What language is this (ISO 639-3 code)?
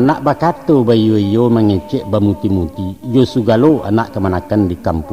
min